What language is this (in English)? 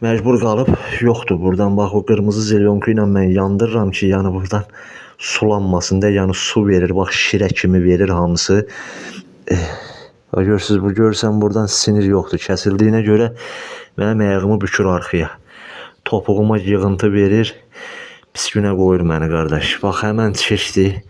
Azerbaijani